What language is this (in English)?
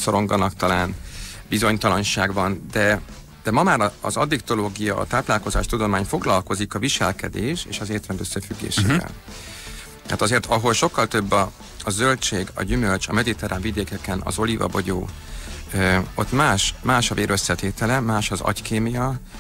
Hungarian